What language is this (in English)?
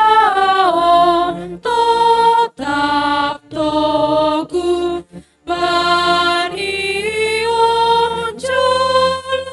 Batak Simalungun